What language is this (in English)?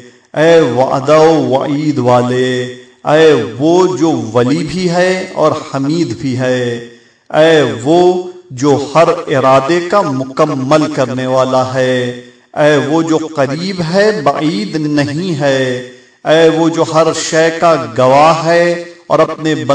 Urdu